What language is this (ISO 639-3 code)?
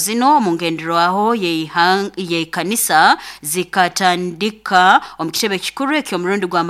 nyo